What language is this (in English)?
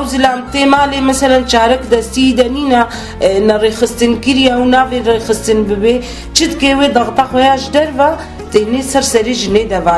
Kurdish